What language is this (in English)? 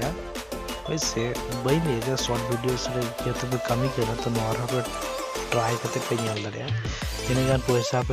Santali